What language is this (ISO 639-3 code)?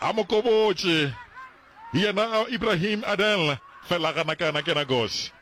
nso